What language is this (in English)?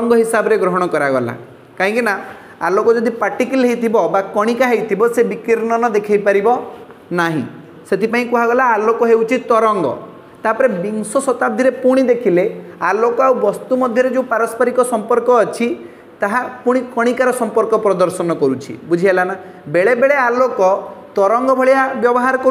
Odia